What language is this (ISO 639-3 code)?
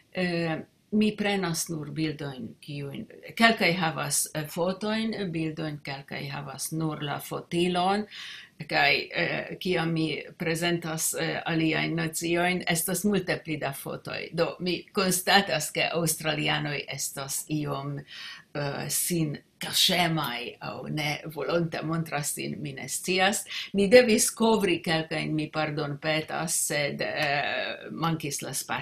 epo